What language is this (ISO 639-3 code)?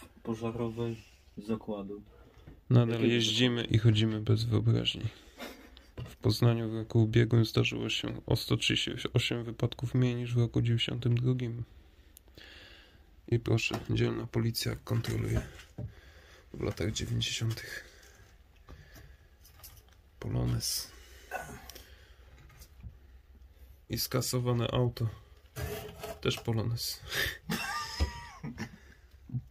pol